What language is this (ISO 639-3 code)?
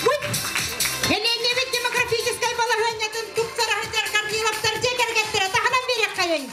sah